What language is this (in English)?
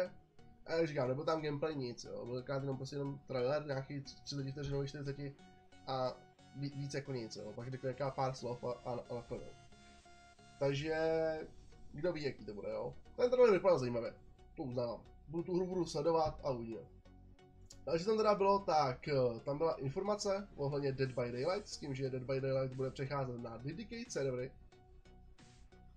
Czech